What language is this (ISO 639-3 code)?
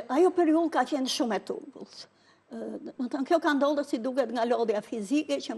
sqi